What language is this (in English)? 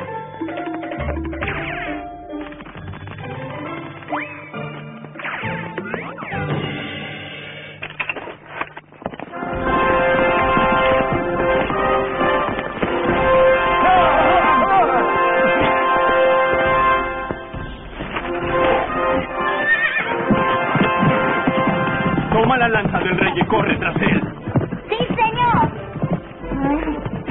Spanish